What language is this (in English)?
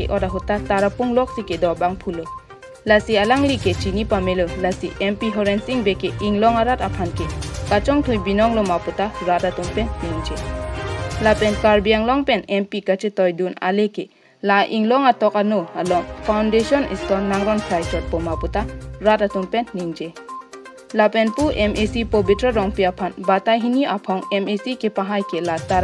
Karbi